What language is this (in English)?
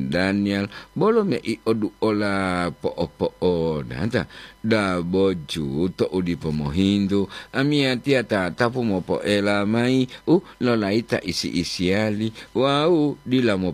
Gorontalo